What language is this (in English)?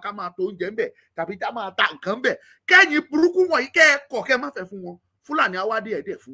Yoruba